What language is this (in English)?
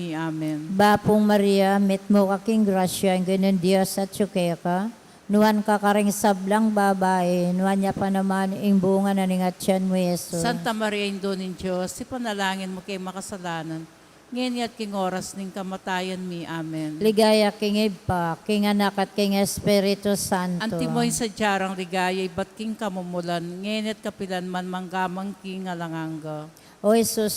Pampanga